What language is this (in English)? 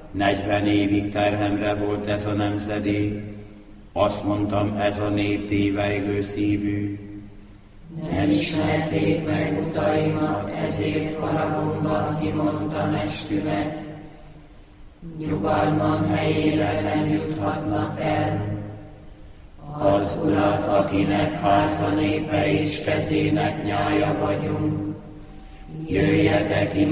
Hungarian